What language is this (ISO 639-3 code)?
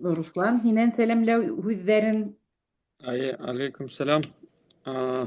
bak